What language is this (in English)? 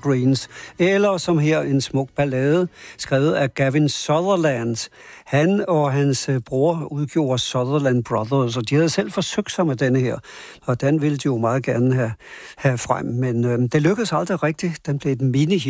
Danish